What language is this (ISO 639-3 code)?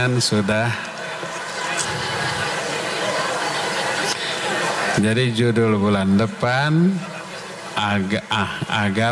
ind